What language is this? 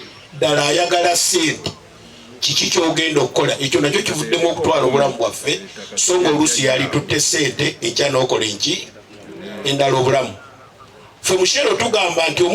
Ganda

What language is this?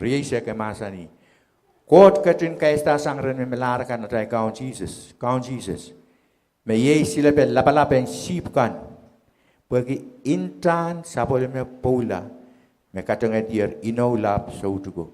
Pohnpeian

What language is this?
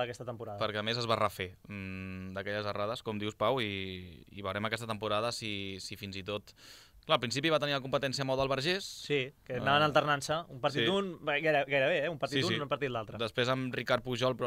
Catalan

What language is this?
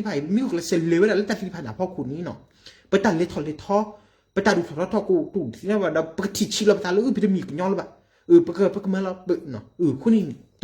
S'gaw Karen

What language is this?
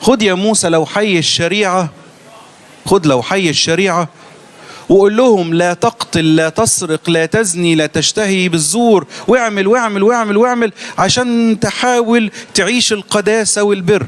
Egyptian Arabic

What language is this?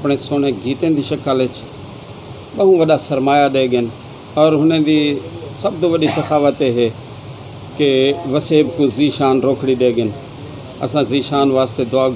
Saraiki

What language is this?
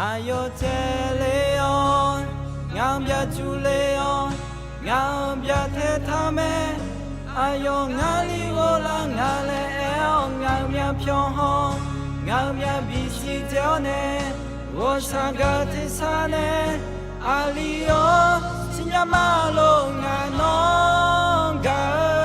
Akha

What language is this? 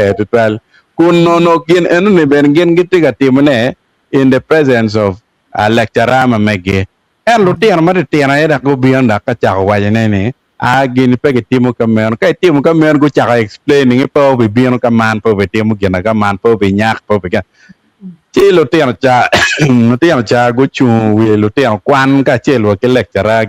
Acoli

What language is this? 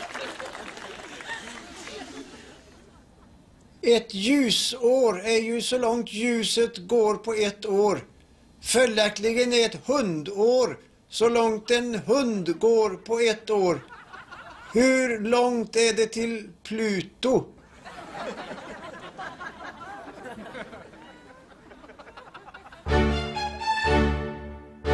Swedish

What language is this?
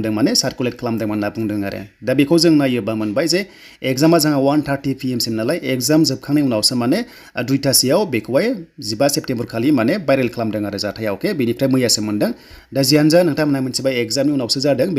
Bodo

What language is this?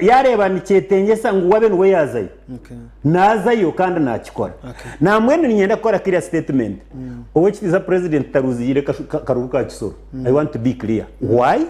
Nyankole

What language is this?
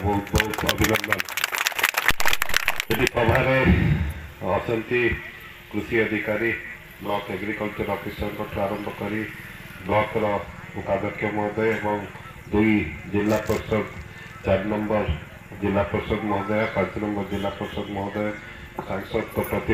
Odia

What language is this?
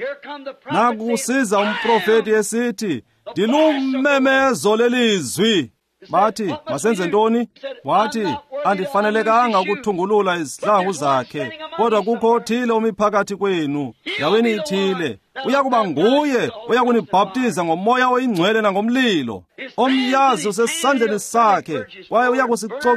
Xhosa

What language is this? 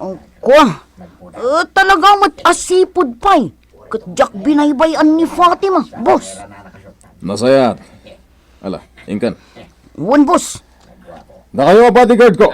Iloko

